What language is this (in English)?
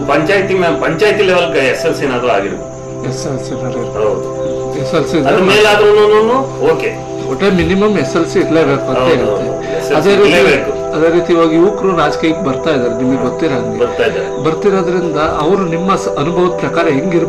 Kannada